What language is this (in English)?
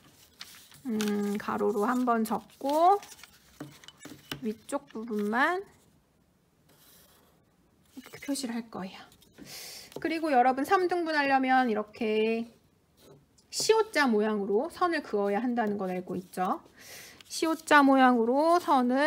Korean